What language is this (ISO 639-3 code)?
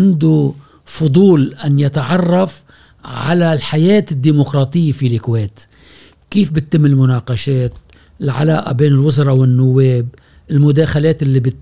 afb